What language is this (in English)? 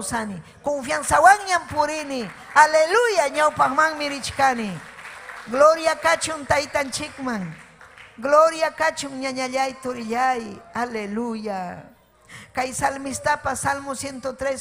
Ayacucho Quechua